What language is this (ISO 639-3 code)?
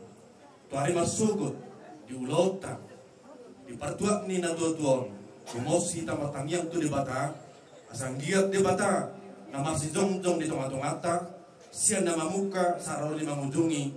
bbc